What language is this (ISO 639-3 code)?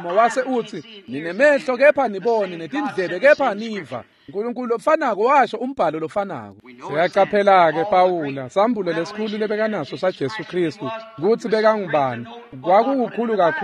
ssw